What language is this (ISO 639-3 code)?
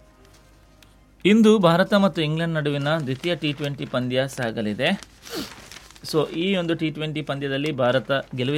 kan